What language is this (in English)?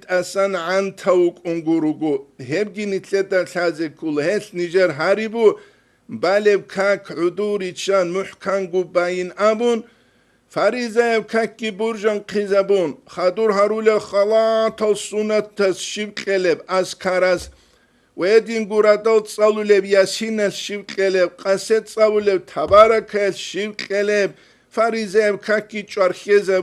Avaric